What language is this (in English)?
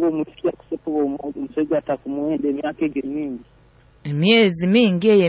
Nyoro